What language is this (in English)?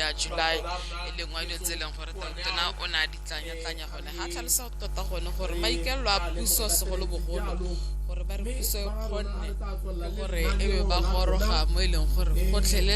Tswana